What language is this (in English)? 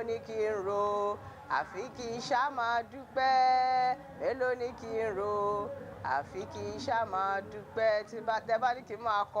Yoruba